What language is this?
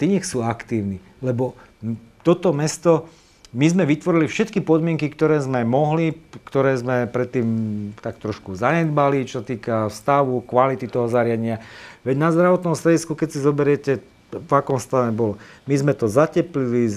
Slovak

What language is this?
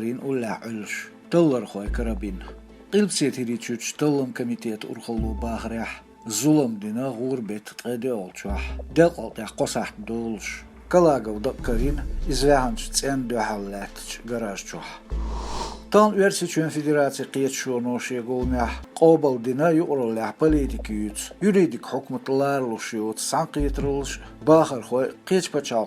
Chechen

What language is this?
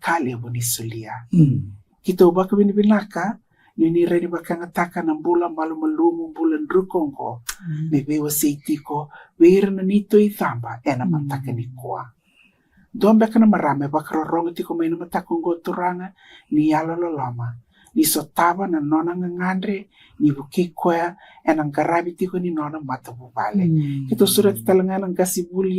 Fijian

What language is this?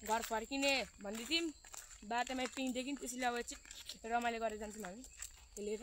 Nepali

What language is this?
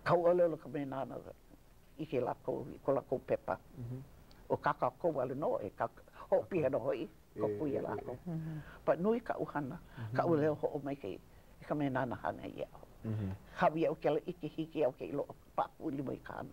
Hawaiian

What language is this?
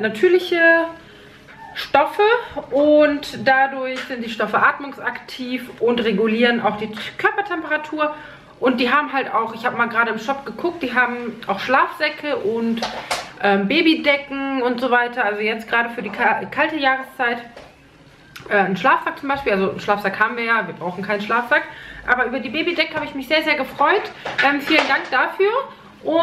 German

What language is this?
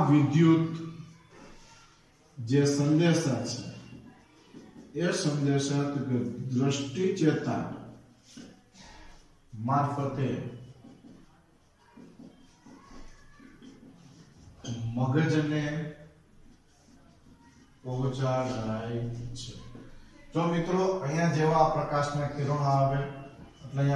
Gujarati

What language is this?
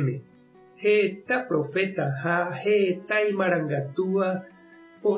Guarani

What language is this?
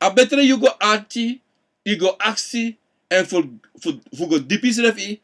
Sranan Tongo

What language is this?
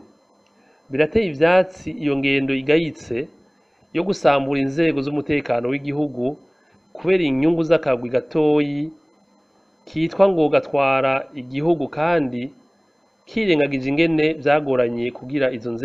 Rundi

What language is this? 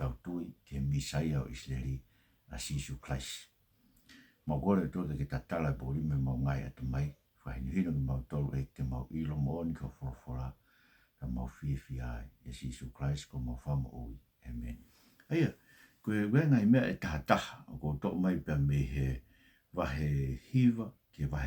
Tongan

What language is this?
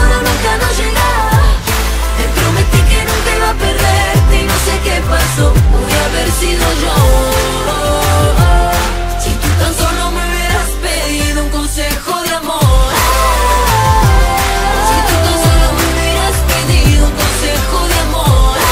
Spanish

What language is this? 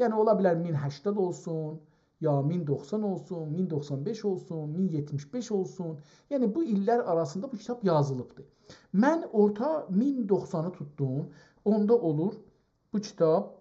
South Azerbaijani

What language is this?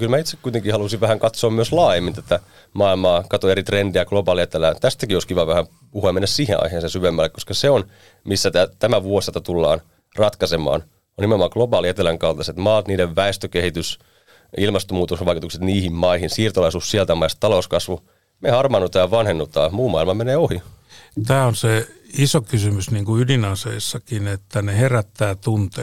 Finnish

